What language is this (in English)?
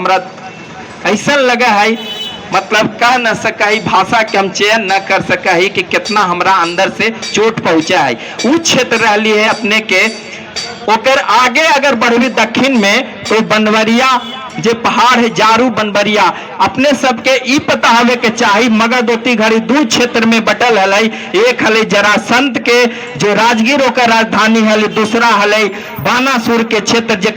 Magahi